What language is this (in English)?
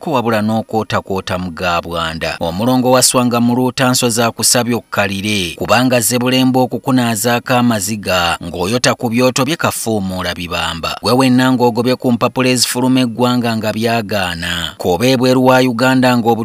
Ganda